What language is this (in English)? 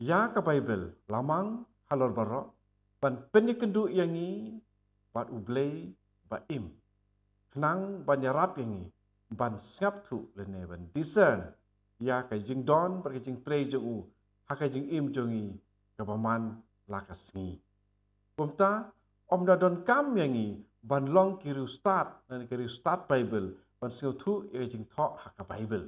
Khasi